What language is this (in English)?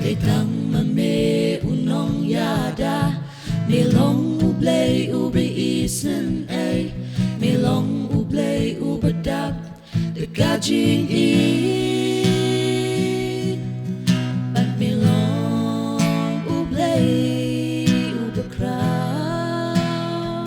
Khasi